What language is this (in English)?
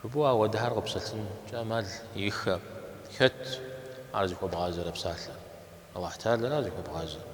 Kabardian